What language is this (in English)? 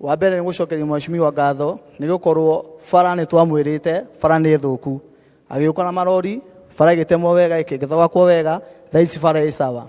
Kikuyu